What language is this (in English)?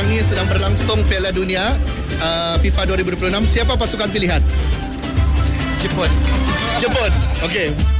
Malay